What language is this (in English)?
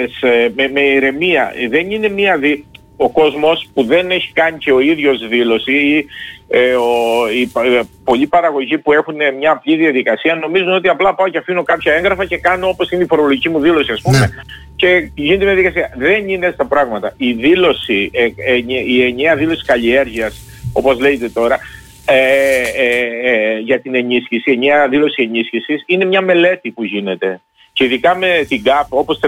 Greek